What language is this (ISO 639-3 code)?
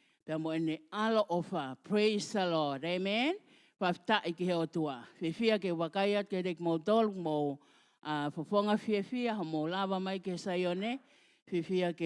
ton